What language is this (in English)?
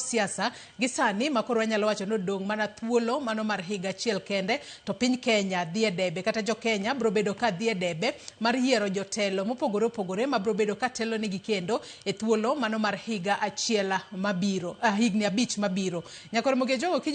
Luo (Kenya and Tanzania)